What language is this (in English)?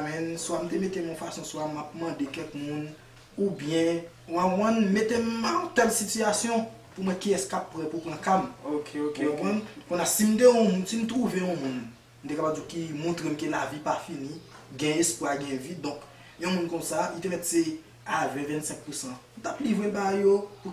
Haitian Creole